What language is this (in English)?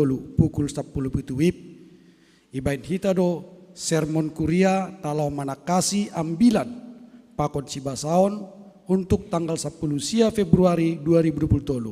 Batak Simalungun